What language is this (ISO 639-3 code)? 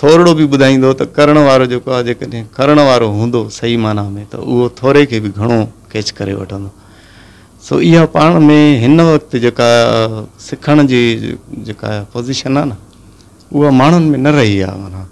snd